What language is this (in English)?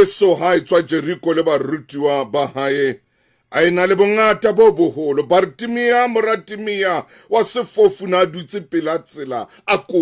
Southern Sotho